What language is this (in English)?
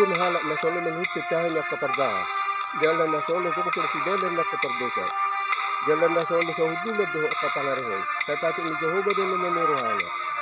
Batak Toba